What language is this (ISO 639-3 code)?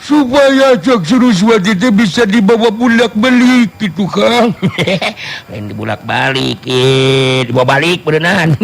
sun